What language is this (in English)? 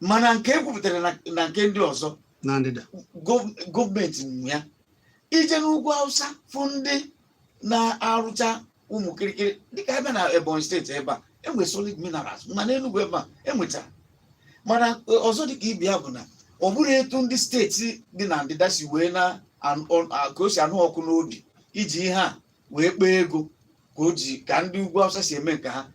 Igbo